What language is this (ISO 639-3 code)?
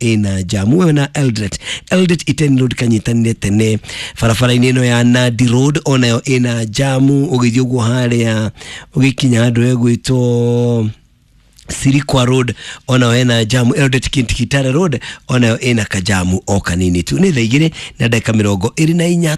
kik